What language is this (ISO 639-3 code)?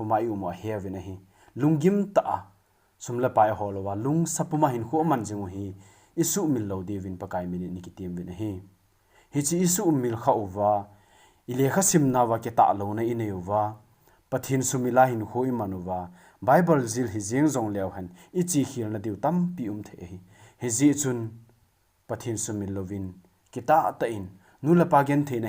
tcz